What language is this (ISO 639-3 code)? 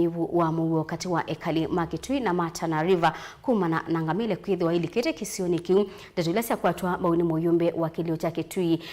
kam